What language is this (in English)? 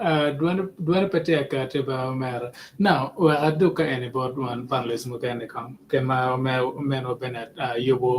Acoli